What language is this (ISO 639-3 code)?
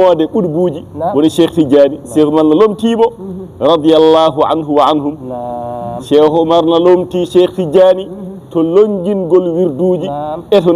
ful